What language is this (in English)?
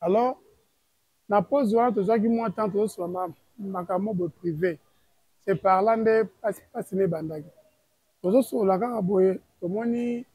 Lingala